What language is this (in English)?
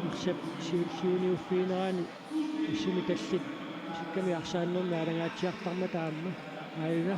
Kalaallisut